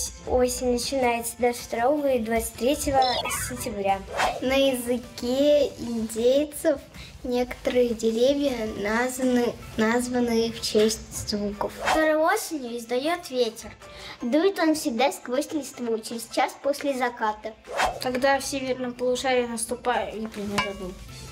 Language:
Russian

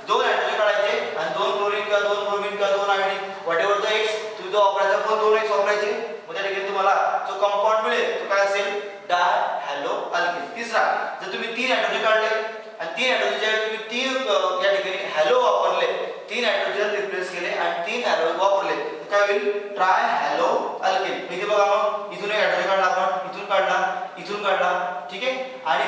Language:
Marathi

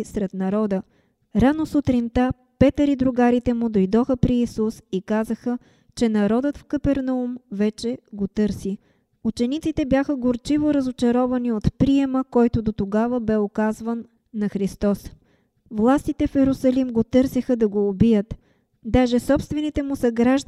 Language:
Bulgarian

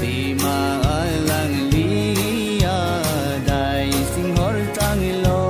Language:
Karbi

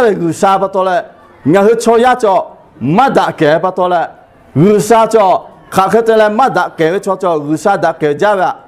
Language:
Lahu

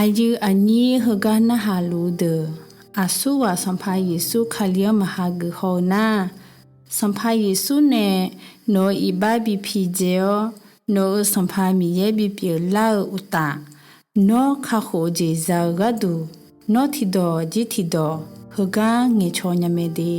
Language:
Akha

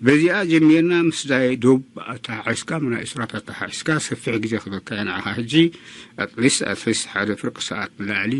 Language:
Tigrinya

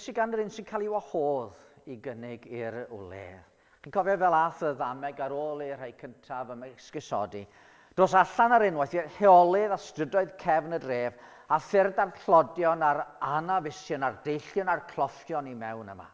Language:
Welsh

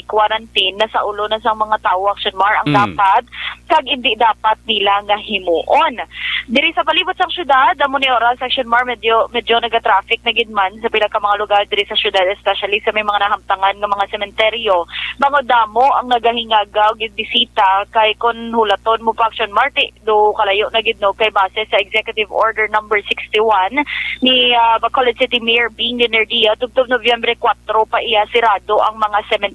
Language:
Hiligaynon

